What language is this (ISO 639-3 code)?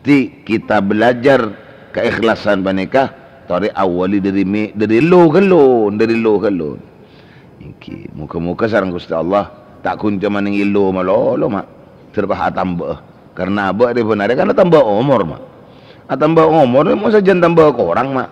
mad